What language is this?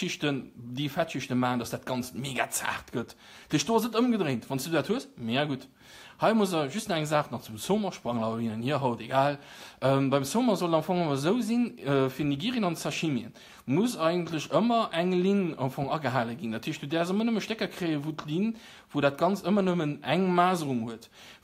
Luxembourgish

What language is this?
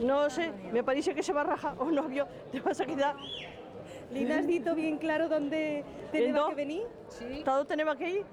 Aragonese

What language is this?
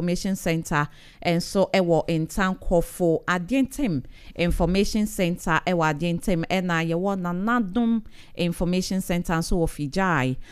Akan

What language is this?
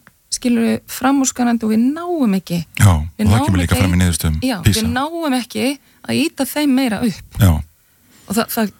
Icelandic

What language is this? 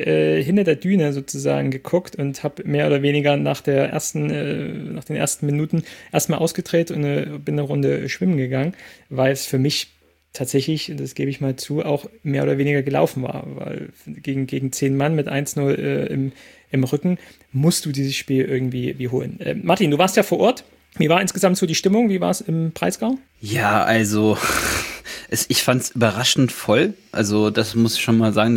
German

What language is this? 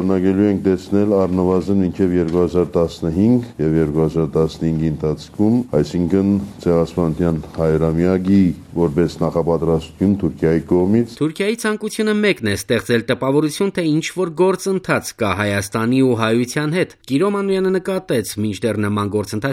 Armenian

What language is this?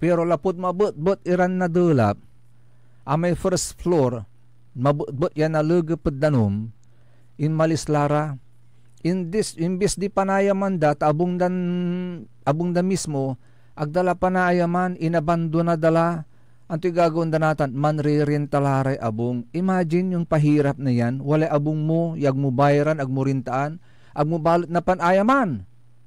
Pangasinan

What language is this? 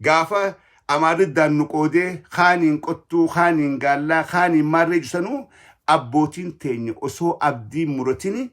Oromo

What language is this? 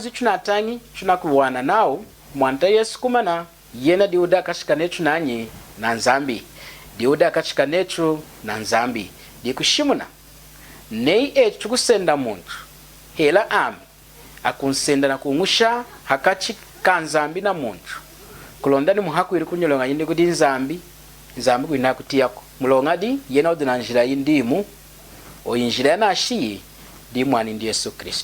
Lunda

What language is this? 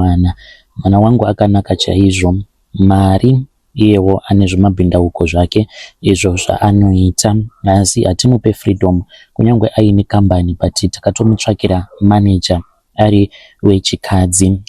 Shona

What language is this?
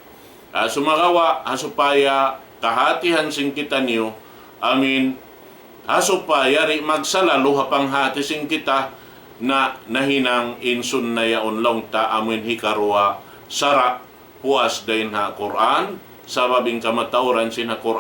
Tausug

